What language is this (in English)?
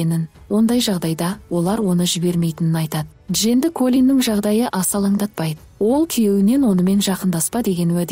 Kazakh